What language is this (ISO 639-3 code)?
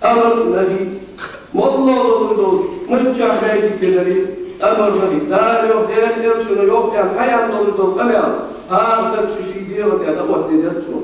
inh